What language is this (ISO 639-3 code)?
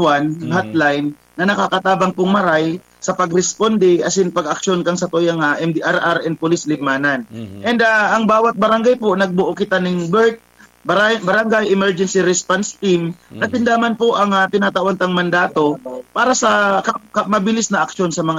bik